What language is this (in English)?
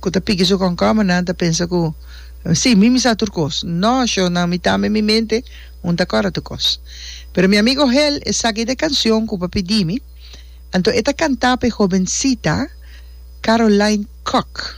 Papiamento